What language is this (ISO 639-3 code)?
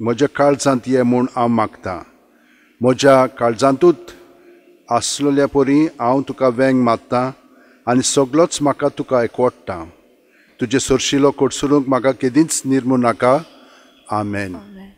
kok